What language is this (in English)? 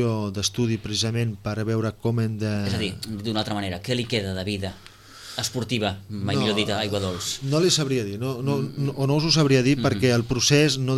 Catalan